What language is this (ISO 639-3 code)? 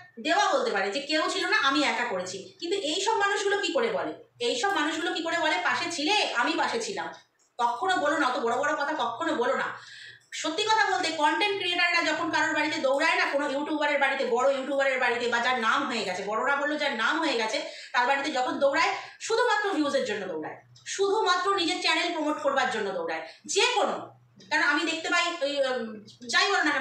ben